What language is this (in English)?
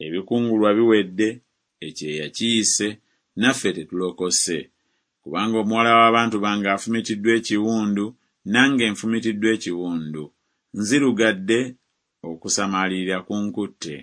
Ganda